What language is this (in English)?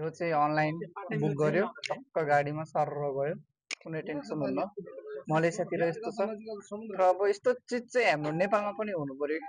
Nepali